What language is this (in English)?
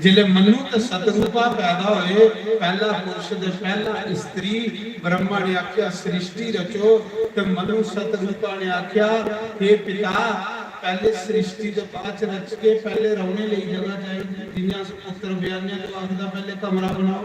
Dogri